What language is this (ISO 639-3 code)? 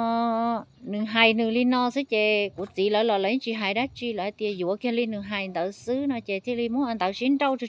hmn